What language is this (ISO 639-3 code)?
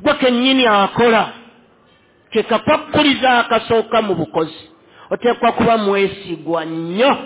lug